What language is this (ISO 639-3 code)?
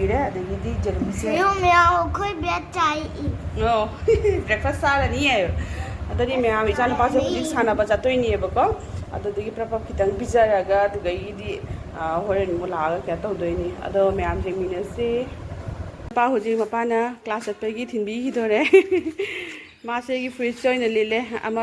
mni